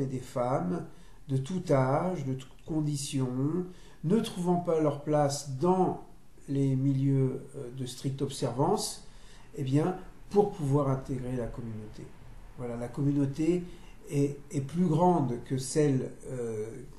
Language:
French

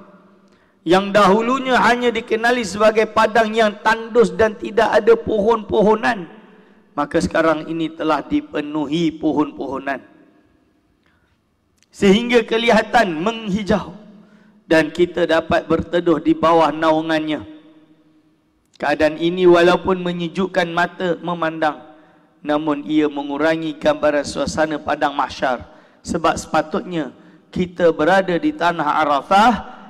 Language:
Malay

